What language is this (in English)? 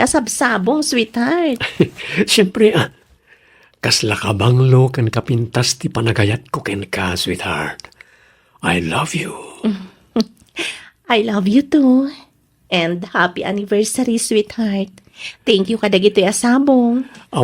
Iloko